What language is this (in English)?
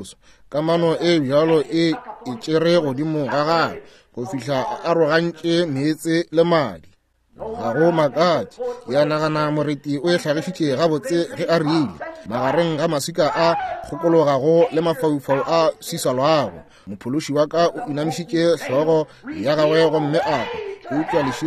Northern Sotho